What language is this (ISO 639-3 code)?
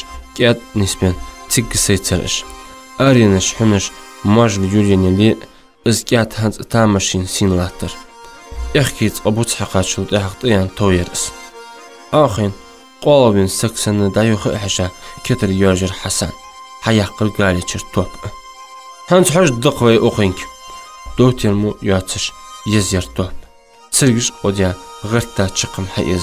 inh